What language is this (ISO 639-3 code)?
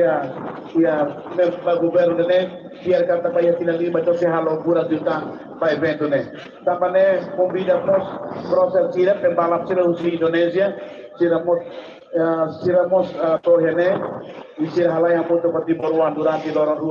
tet